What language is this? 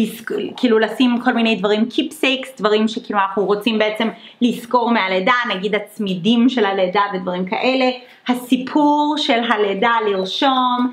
Hebrew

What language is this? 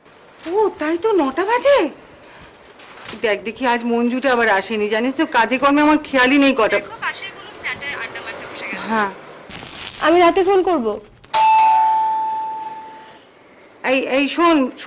Bangla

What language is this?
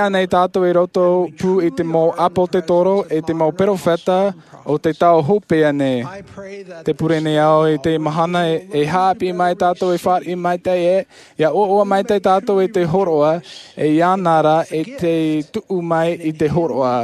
Tahitian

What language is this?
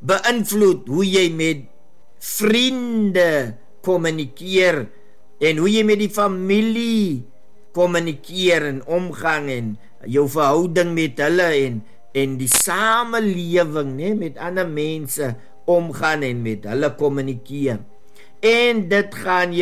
Afrikaans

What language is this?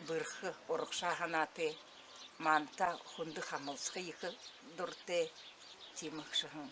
Buriat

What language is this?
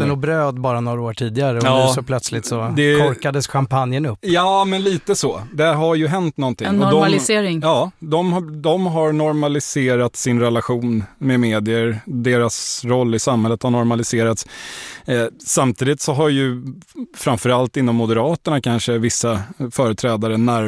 Swedish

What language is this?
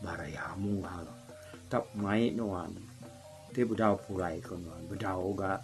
Iban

